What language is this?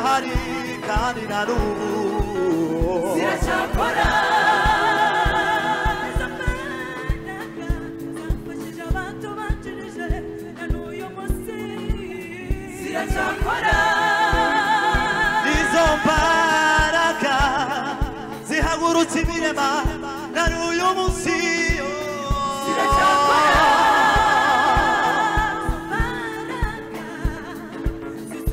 Kinyarwanda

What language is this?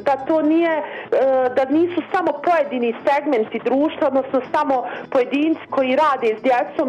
Bosnian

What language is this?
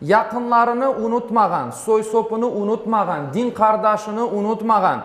Crimean Tatar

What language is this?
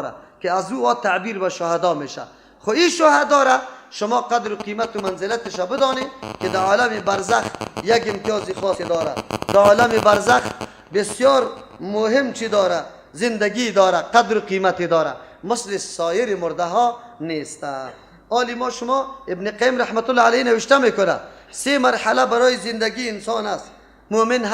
Persian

